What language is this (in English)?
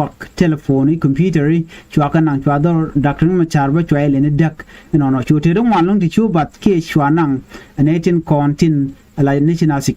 Nuer